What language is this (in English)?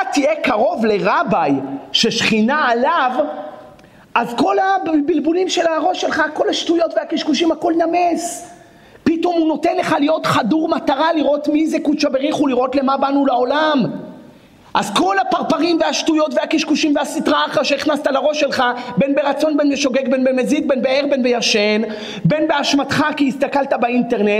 Hebrew